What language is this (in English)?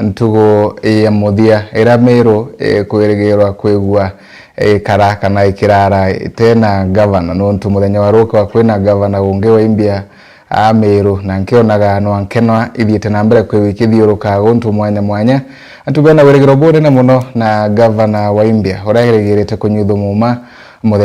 Meru